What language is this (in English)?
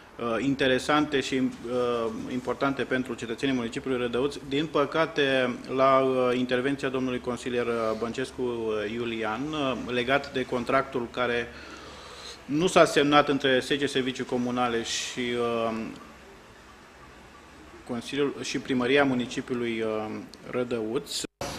Romanian